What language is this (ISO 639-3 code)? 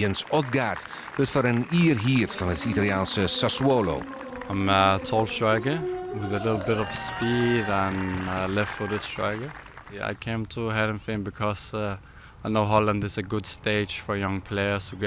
fry